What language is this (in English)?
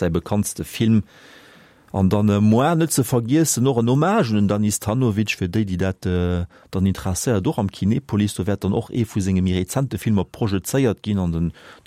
Luxembourgish